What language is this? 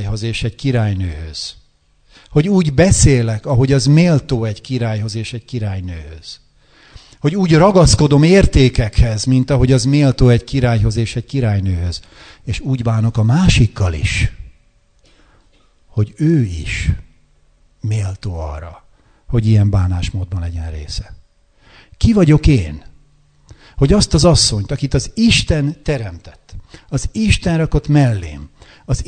Hungarian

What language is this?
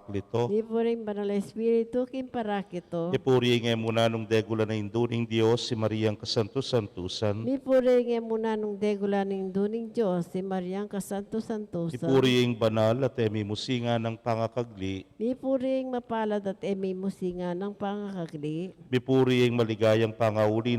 Pampanga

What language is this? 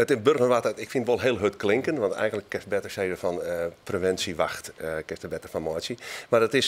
Western Frisian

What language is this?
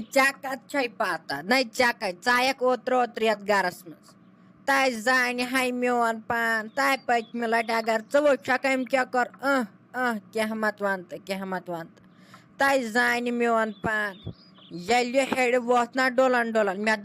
Kashmiri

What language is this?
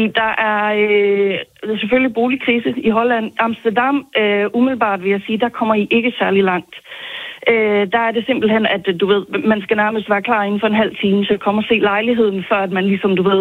Danish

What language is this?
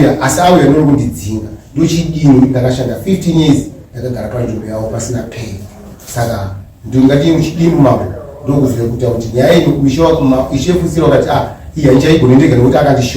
Shona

